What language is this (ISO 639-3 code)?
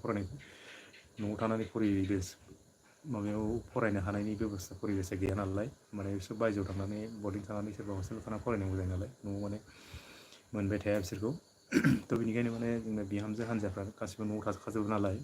brx